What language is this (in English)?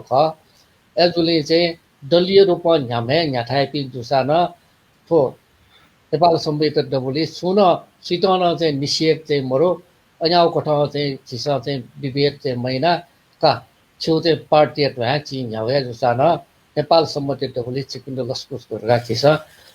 Newari